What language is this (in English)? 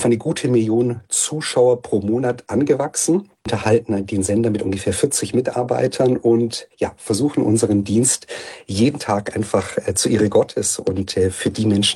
German